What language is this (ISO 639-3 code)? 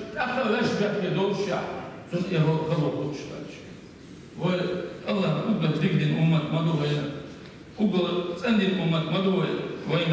che